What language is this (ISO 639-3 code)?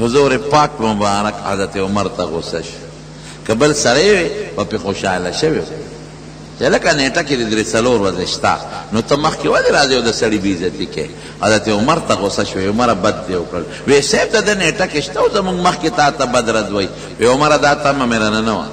pus